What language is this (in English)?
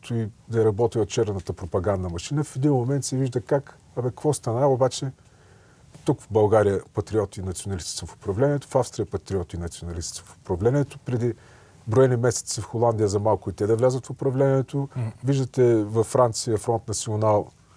Bulgarian